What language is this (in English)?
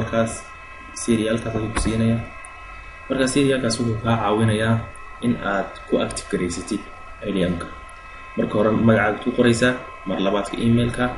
Somali